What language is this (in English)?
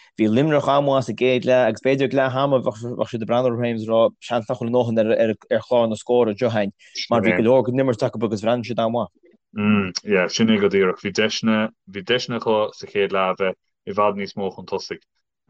Irish